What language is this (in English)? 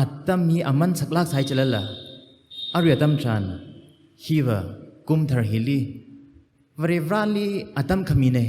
Tangkhul Naga (India)